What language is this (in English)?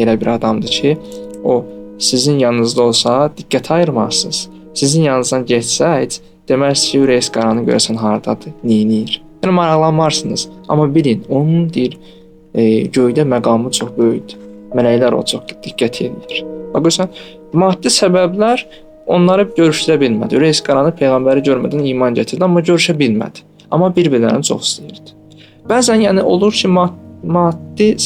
Azerbaijani